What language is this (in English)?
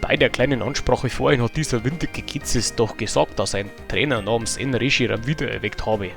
Bavarian